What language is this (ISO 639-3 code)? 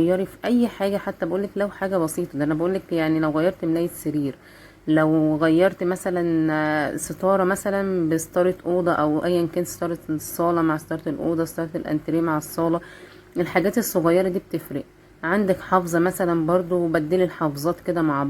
arz